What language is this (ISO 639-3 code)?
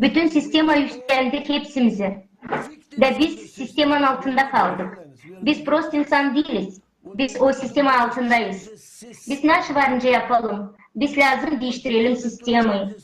gag